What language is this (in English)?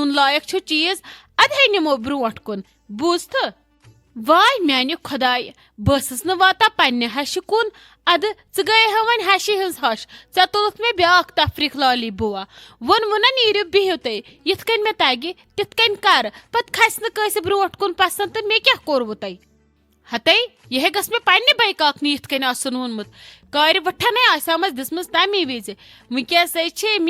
Kashmiri